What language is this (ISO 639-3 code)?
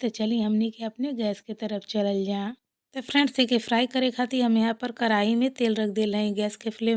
bho